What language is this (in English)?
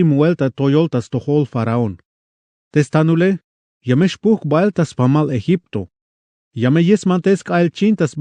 Tzeltal